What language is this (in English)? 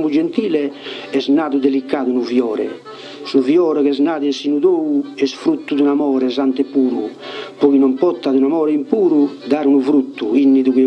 Sardinian